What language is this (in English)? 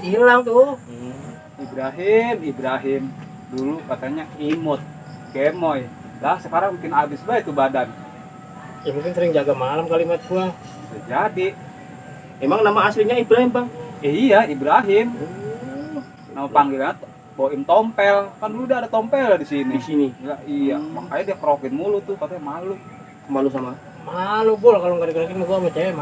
Betawi